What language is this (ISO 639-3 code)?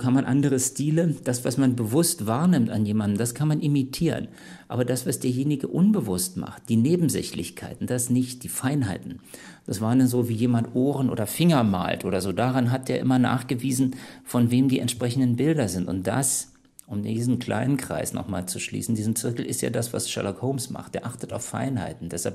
deu